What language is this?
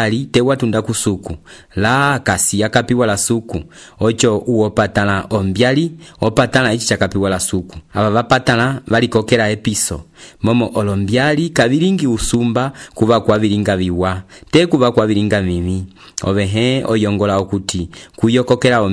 Umbundu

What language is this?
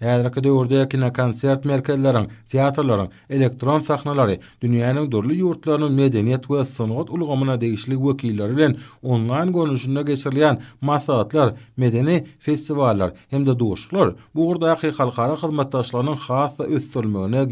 Turkmen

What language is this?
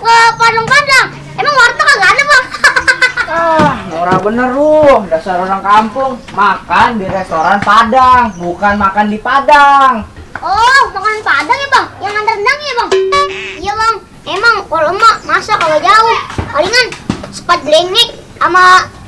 Betawi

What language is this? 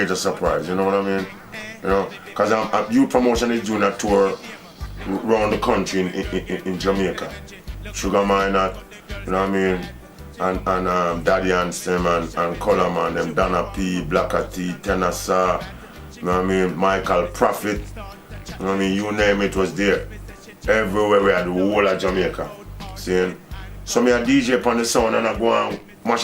Jamaican Creole English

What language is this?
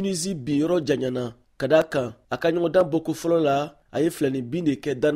Bambara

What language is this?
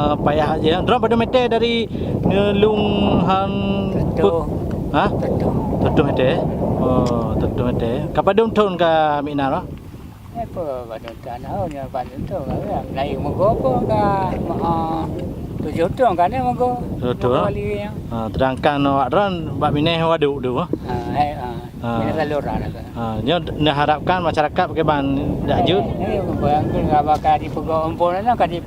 Achinese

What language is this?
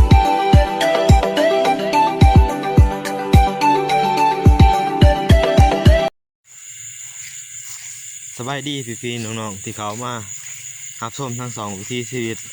Lao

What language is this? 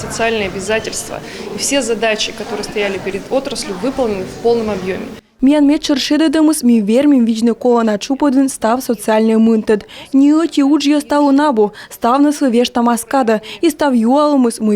Komi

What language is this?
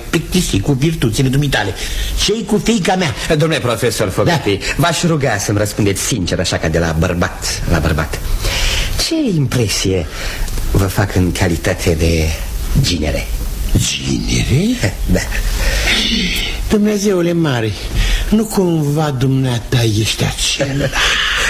Romanian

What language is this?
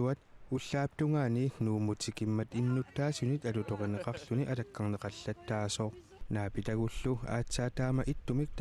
Kalaallisut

